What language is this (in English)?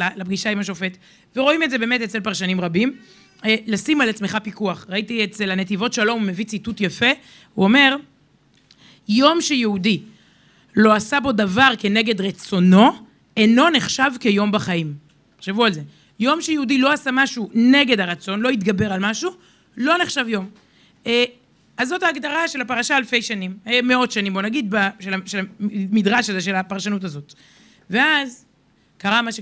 Hebrew